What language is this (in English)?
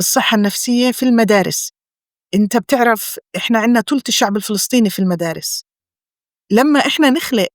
North Levantine Arabic